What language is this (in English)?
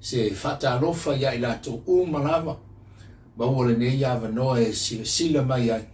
Samoan